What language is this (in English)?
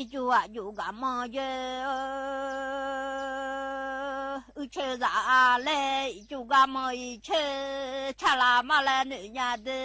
Akha